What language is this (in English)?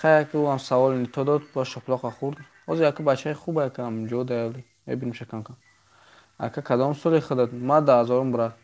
Tajik